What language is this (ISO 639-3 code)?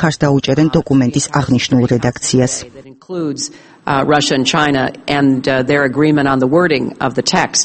kat